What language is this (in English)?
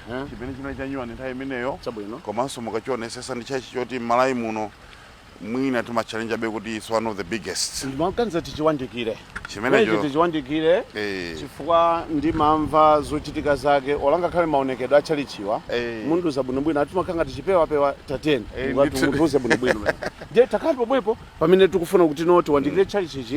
Nyanja